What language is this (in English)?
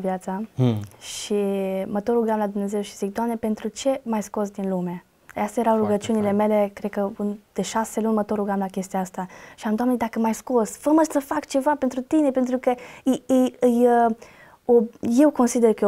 Romanian